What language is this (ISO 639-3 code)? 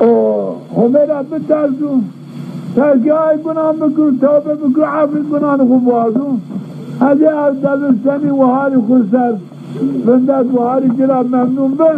zza